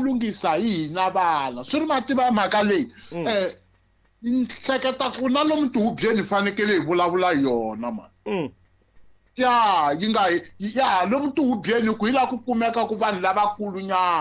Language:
Tsonga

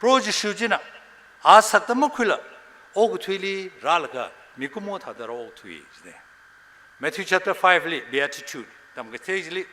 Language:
Tangkhul Naga (India)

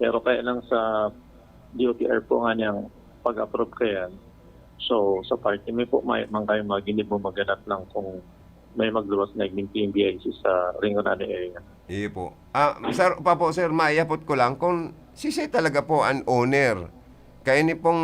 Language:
Bikol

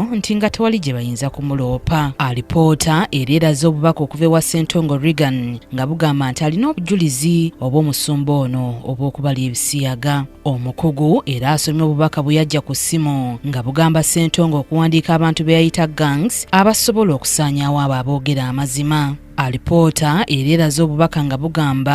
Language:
Ganda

